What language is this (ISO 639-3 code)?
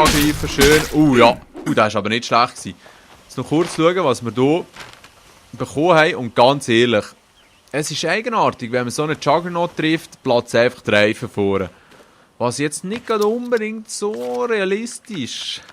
gsw